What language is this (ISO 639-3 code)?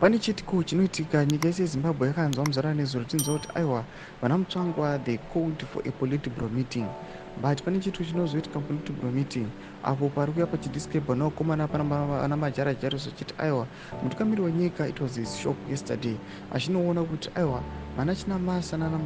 sna